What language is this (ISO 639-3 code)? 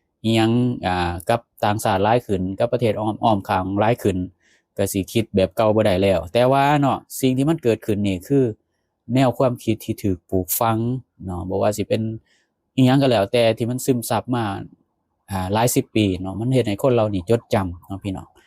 lao